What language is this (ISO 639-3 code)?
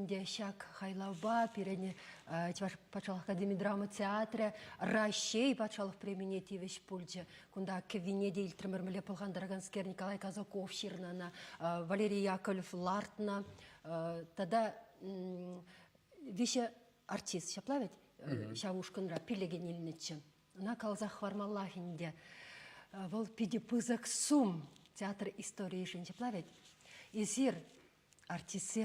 chv